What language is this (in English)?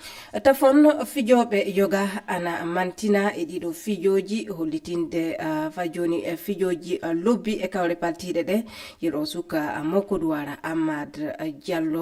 Fula